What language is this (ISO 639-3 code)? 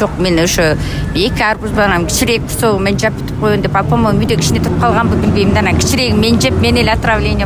kir